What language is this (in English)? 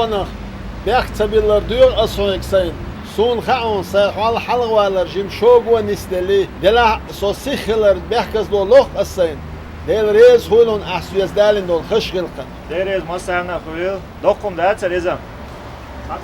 Chechen